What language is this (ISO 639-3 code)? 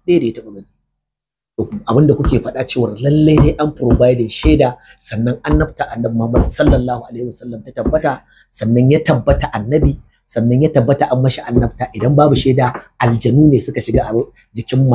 hau